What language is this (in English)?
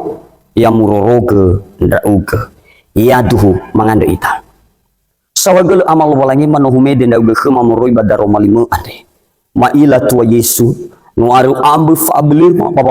Nias